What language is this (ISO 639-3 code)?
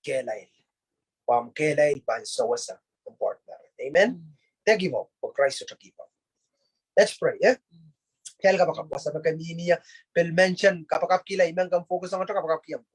pon